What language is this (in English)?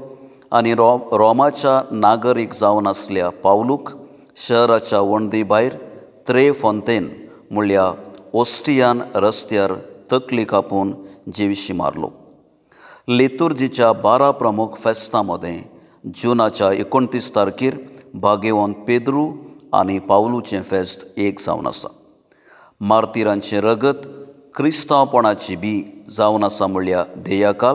Konkani